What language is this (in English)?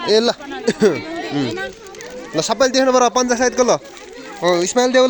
Nepali